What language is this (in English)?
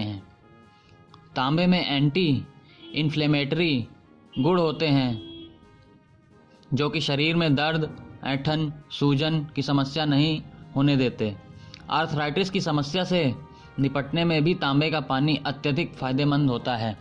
Hindi